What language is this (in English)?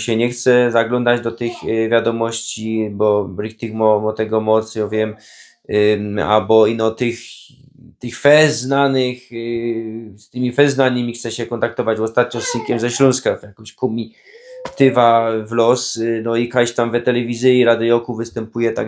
Silesian